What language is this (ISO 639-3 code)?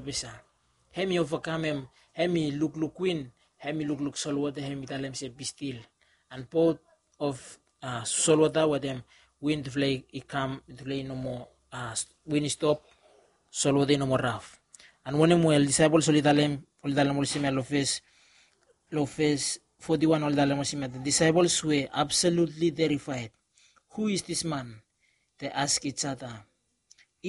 bis